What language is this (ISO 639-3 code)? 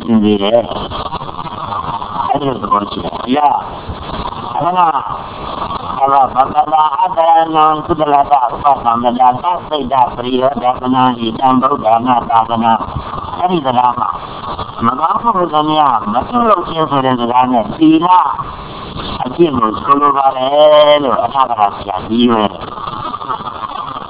mya